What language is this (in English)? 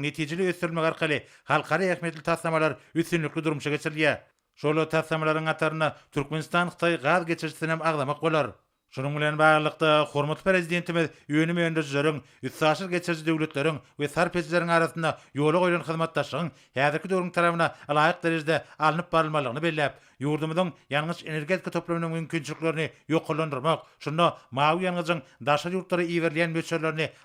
Turkmen